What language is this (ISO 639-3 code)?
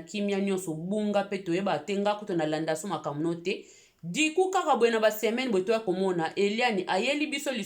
lin